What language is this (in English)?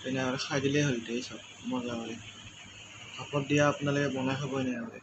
Assamese